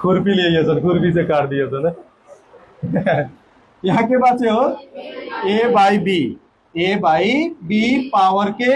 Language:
Nepali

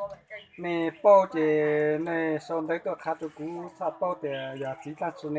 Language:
Hmong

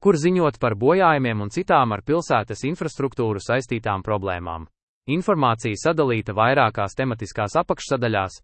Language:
Latvian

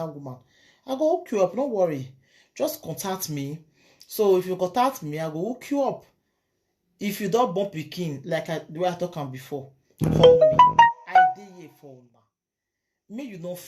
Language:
Nigerian Pidgin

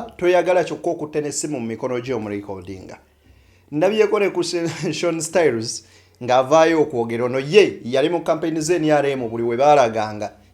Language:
Ganda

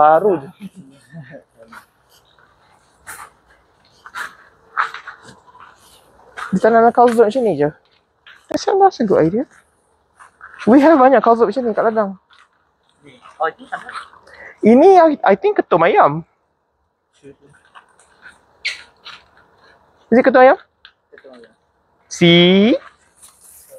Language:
Malay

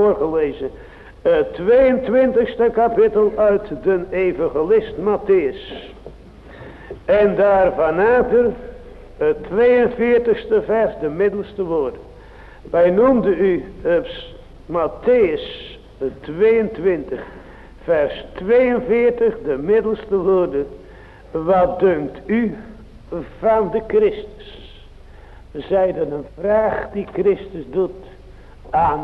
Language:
Dutch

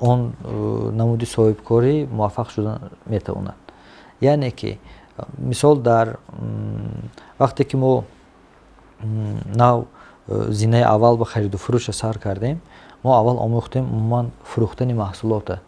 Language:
Tajik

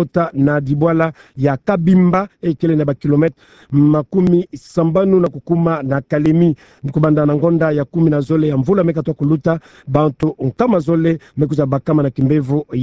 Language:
Kituba (Democratic Republic of Congo)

